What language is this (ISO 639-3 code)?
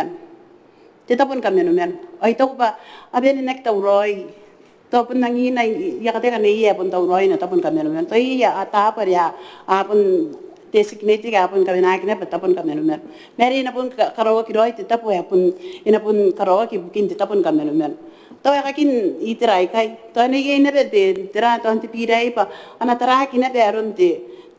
gil